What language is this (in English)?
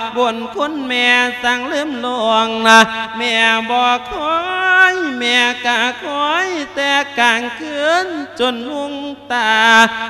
Lao